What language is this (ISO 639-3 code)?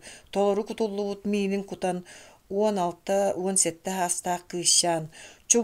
sah